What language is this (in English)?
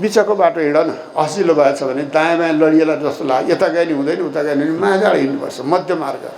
Nepali